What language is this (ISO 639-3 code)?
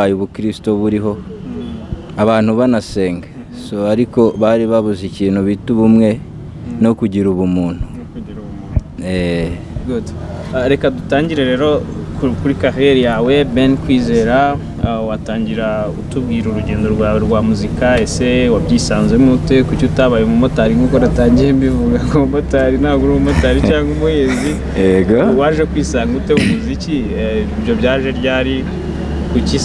kin